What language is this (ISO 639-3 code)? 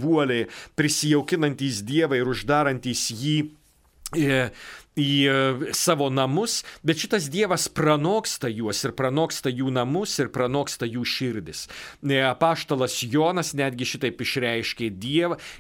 lit